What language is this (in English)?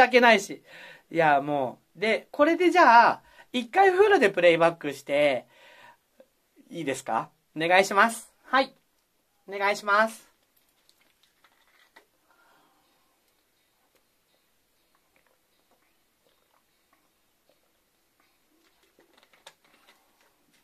Japanese